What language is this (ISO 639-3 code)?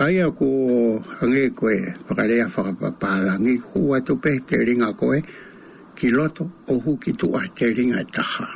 ton